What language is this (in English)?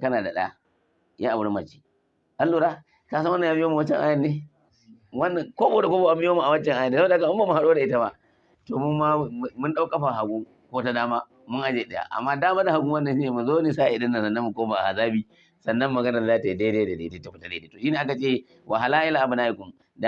Hausa